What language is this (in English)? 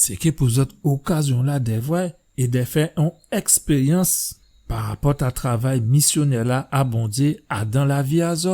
Guadeloupean Creole French